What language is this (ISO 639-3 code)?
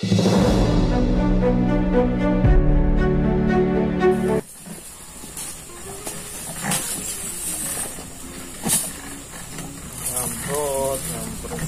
bjn